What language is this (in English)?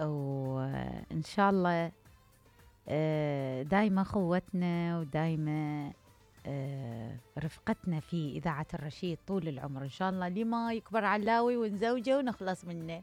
Mesopotamian Arabic